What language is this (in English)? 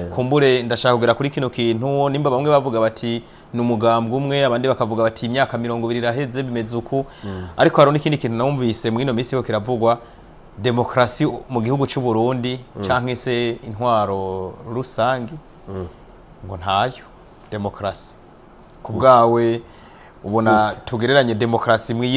Rundi